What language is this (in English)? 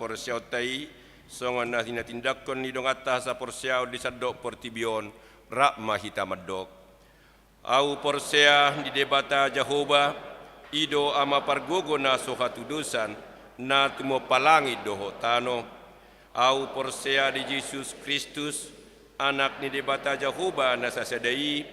Batak Toba